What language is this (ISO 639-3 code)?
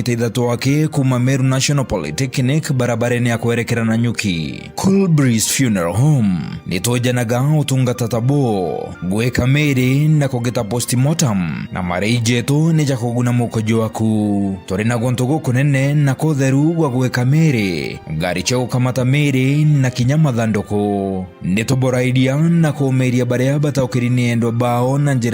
mer